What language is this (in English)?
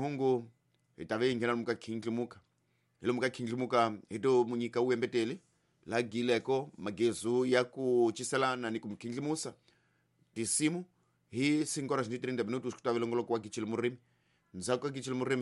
Tsonga